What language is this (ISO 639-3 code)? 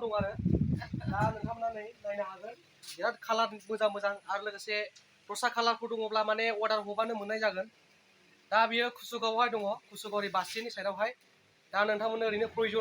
brx